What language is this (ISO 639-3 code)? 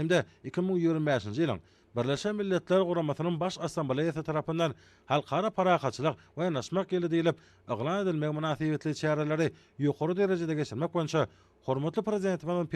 tuk